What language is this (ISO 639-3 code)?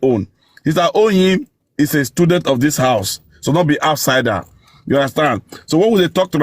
pcm